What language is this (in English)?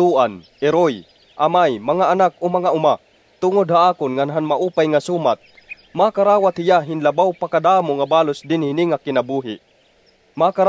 Waray